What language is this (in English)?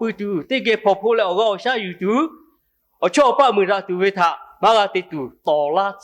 Lahu